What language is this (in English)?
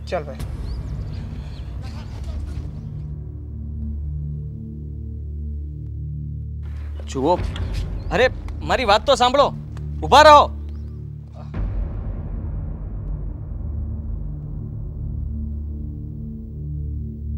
Gujarati